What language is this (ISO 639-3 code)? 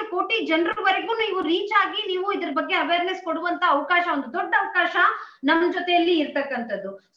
kan